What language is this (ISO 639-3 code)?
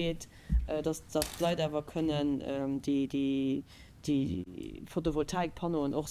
ltz